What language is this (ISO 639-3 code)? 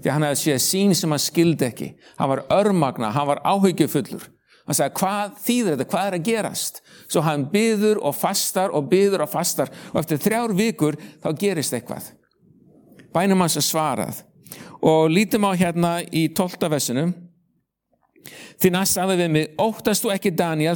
isl